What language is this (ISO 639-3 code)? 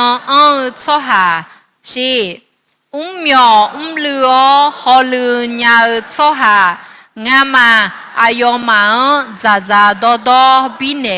ahk